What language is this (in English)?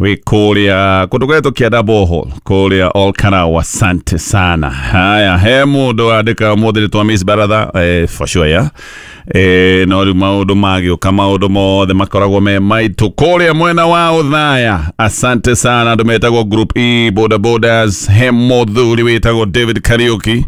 Kikuyu